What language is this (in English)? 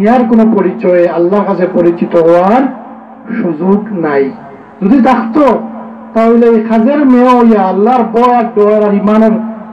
Sylheti